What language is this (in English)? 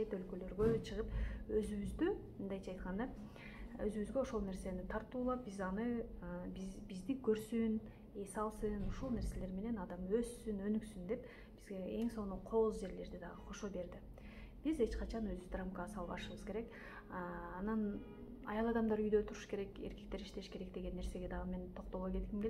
Kyrgyz